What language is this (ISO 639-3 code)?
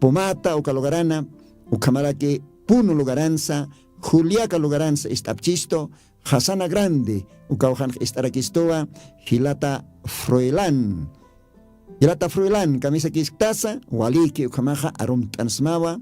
aym